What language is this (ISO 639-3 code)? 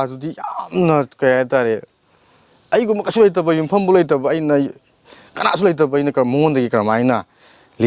mni